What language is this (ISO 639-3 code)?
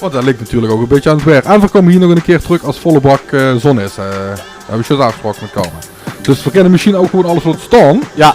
lim